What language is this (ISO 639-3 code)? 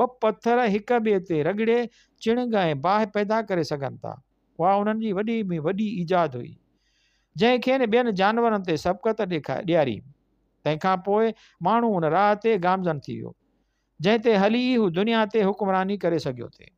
snd